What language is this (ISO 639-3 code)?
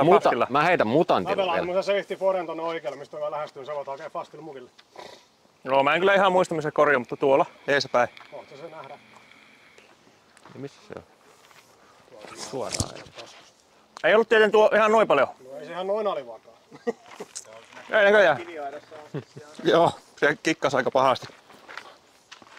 fin